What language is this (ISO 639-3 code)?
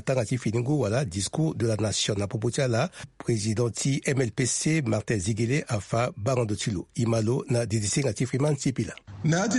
sag